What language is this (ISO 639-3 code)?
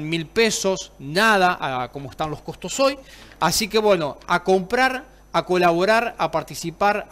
spa